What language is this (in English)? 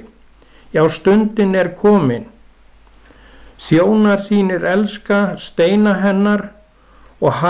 Icelandic